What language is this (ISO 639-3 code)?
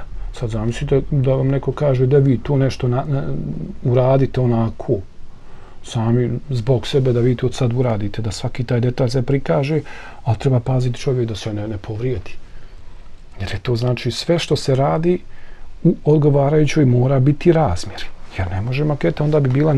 bos